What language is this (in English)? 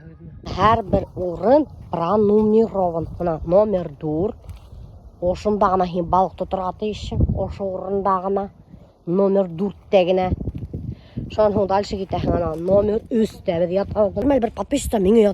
Bashkir